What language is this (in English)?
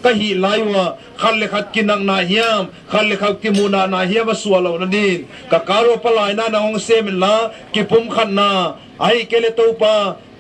Paite Chin